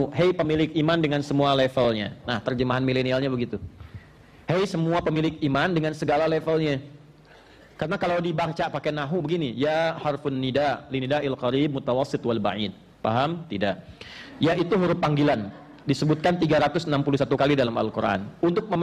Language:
Indonesian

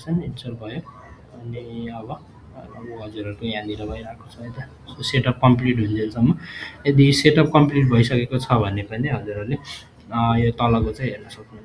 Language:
Nepali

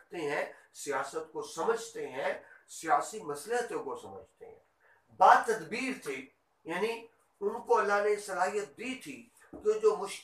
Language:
Urdu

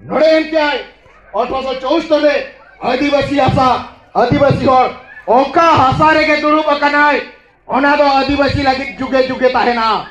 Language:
Santali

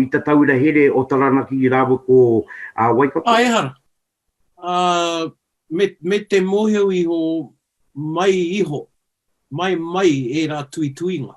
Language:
Māori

